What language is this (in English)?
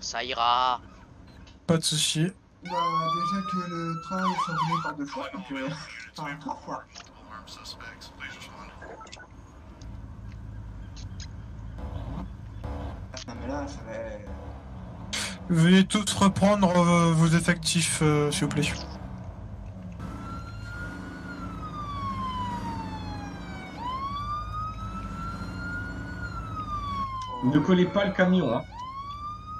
French